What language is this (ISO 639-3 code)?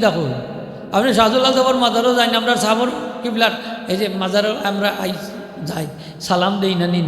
syl